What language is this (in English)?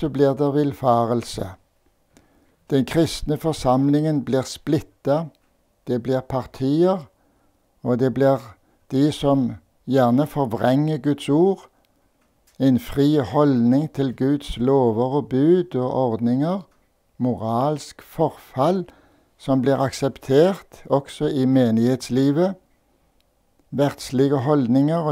Norwegian